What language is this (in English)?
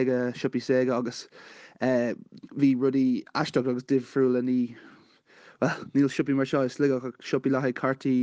Irish